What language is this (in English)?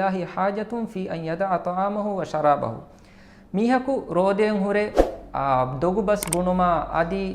Divehi